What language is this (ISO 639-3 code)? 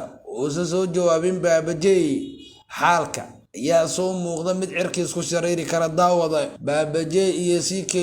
som